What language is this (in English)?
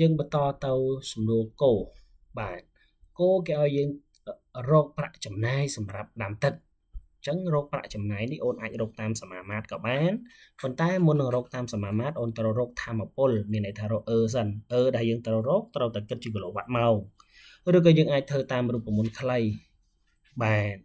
Khmer